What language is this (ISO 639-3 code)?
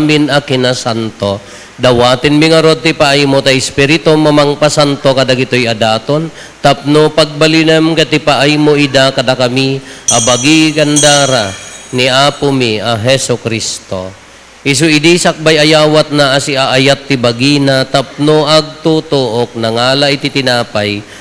ilo